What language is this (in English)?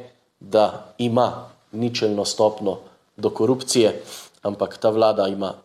Slovenian